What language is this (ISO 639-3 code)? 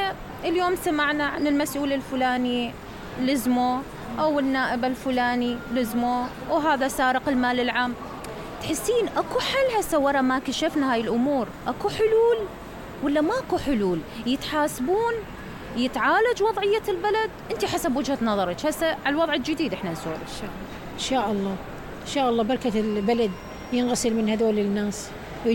acm